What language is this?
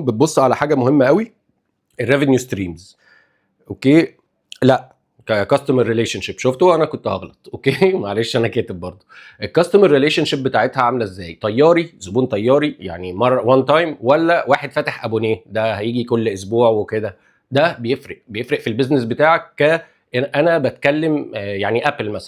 Egyptian Arabic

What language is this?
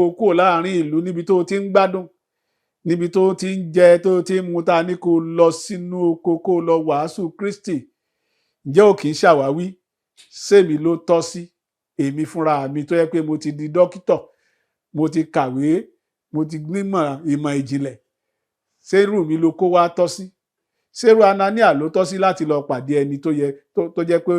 Yoruba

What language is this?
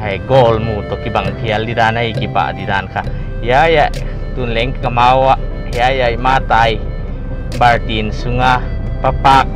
Paite Chin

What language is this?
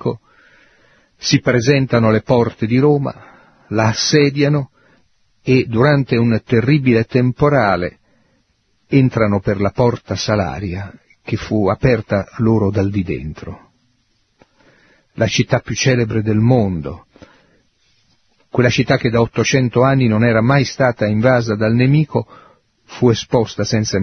Italian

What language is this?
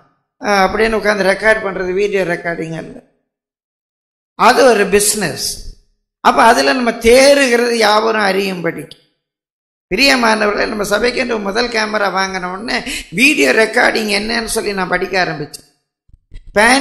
Tamil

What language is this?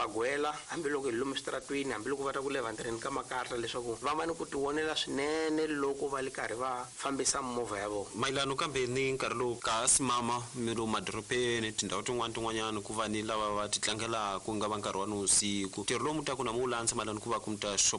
Tsonga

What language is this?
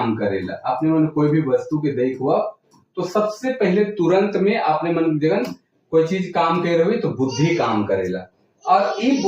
Sadri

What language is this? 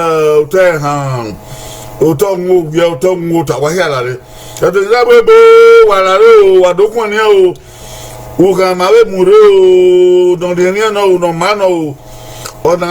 Bini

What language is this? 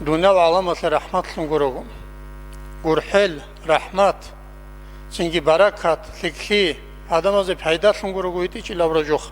Avaric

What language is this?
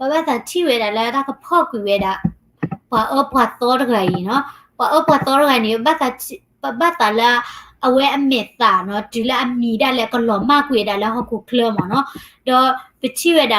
S'gaw Karen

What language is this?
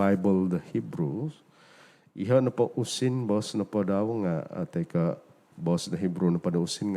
Central Dusun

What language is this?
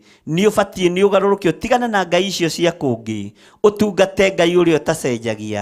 Kikuyu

